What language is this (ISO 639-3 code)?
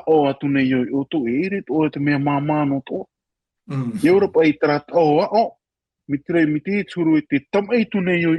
tah